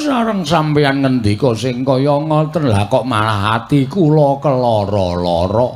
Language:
Javanese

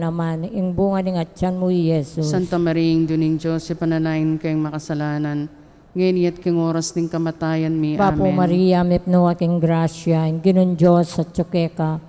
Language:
Pampanga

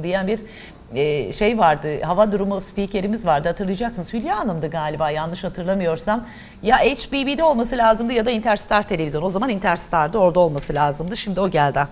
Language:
Turkish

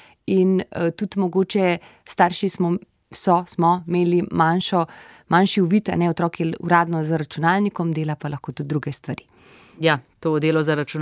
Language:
Slovenian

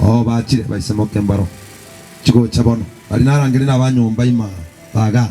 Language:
Gusii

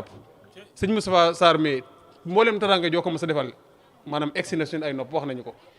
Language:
Wolof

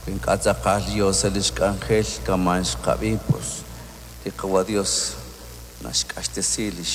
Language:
Kekchí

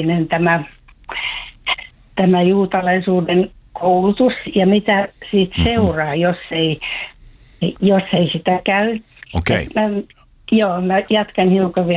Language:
Finnish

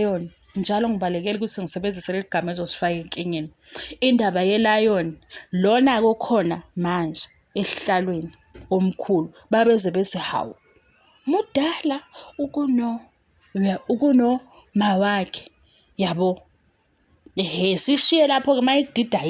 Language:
Zulu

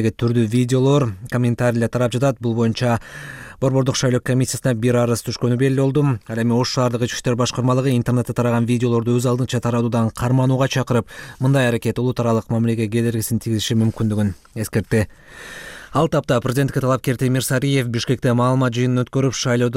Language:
Kyrgyz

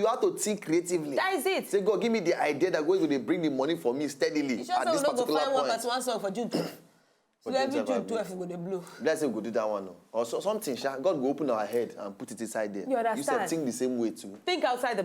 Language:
Nigerian Pidgin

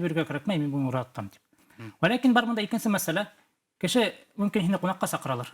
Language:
Bashkir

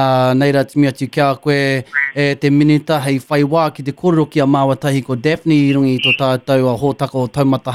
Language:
Māori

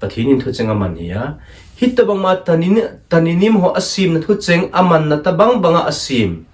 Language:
Thado Chin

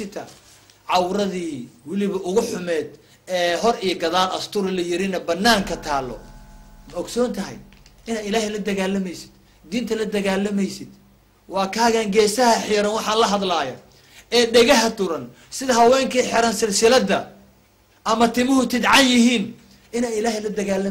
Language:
Somali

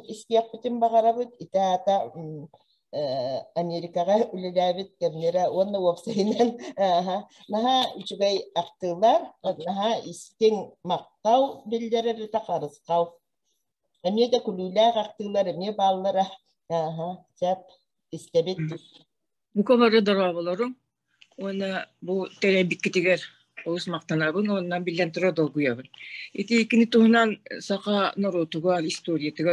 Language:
Yakut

